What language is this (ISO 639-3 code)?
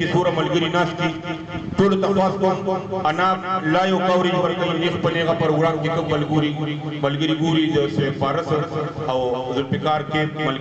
pus